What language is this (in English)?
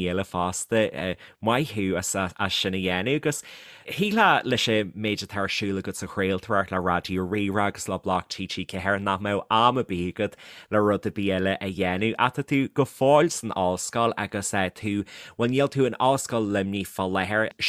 Irish